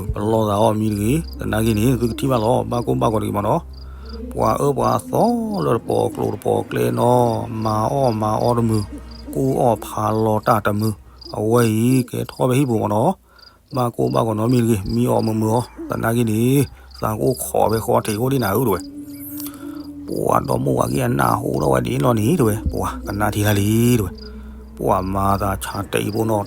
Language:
S'gaw Karen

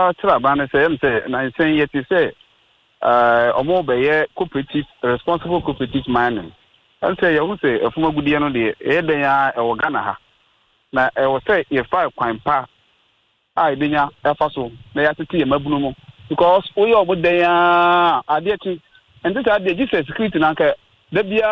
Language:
Akan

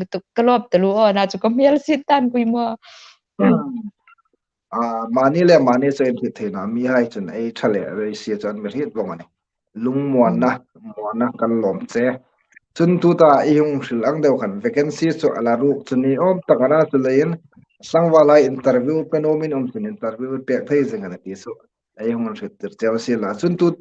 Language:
Hmar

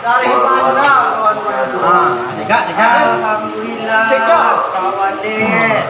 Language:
Minangkabau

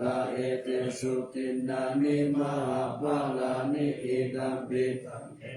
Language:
Pali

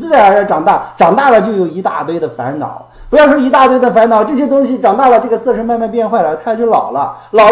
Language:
Chinese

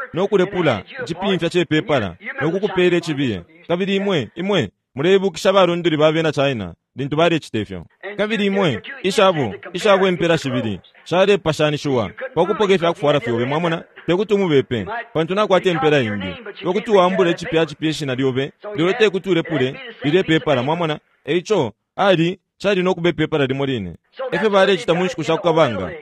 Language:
Bemba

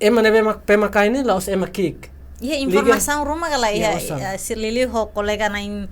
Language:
Tetum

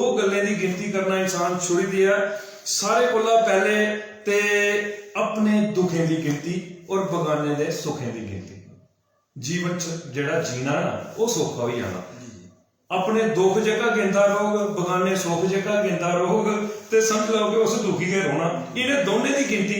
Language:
Dogri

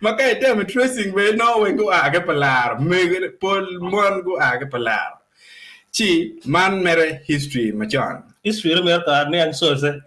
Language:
Acoli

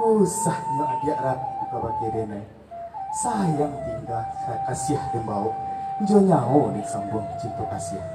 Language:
Minangkabau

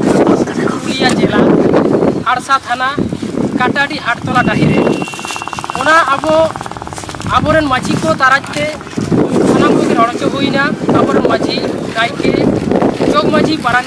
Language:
Santali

